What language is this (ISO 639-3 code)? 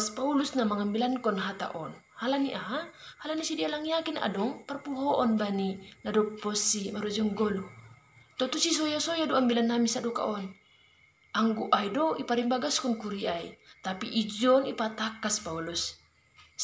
bts